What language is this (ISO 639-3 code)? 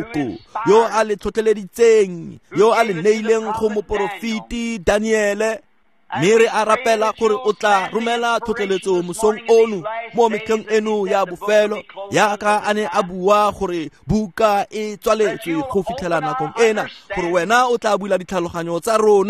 tsn